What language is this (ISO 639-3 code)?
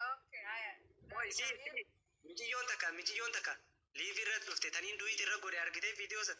orm